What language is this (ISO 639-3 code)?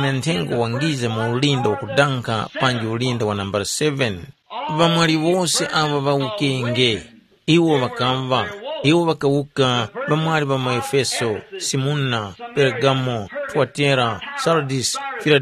tum